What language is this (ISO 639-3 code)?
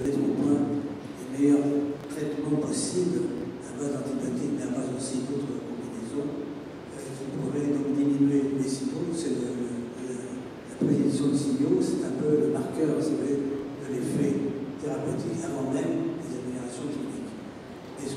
fra